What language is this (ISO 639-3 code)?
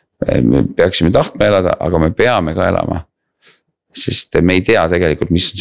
est